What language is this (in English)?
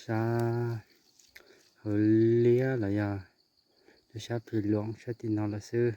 Hmong